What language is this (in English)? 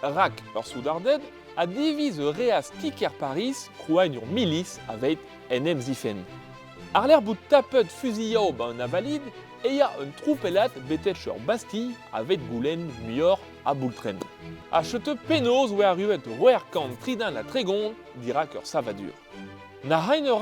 Breton